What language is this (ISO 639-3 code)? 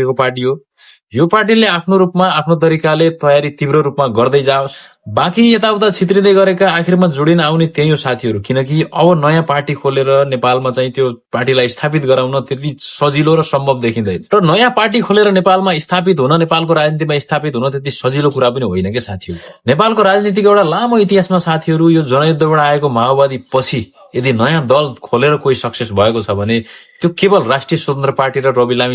nep